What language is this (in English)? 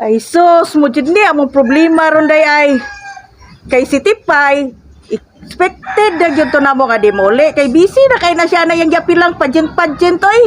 Cebuano